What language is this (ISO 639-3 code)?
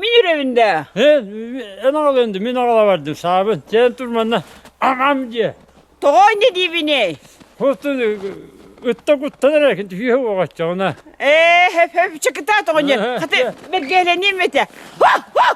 sah